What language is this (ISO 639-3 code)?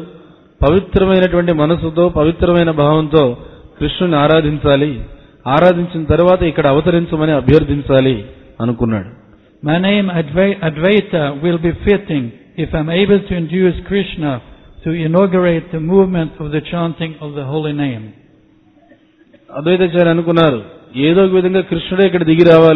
tel